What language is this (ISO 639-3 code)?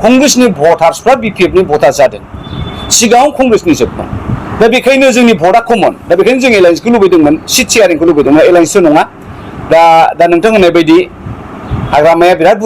brx